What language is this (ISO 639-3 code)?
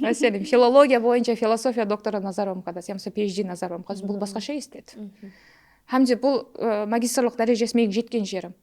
kaa